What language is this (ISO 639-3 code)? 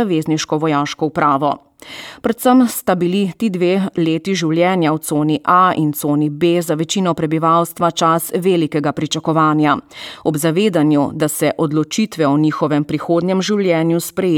slv